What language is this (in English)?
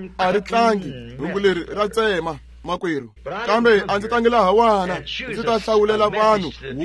Tsonga